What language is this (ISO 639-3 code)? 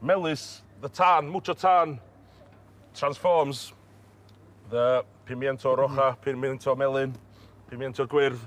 cym